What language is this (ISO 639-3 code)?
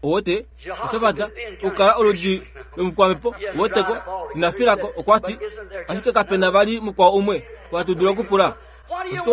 kua